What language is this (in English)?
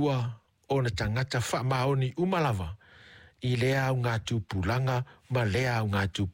Samoan